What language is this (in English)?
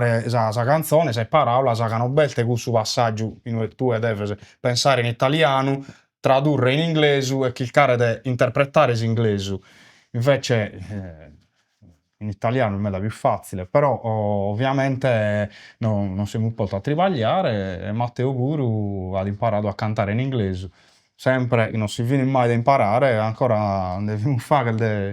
Sardinian